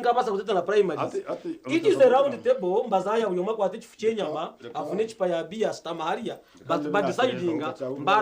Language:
Nyankole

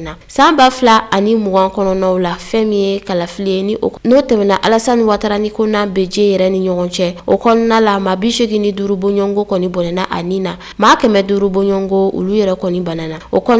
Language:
Bambara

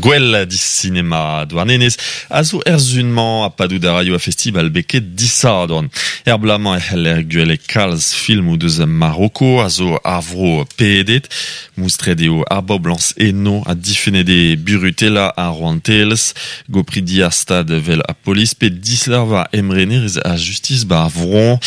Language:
Breton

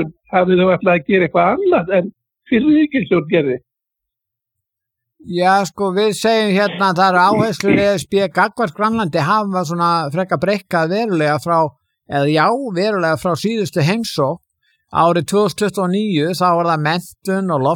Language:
Icelandic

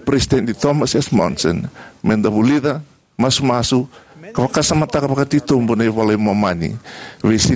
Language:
Fijian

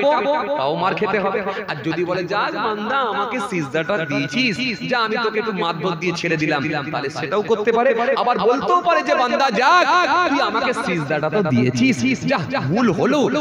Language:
Bangla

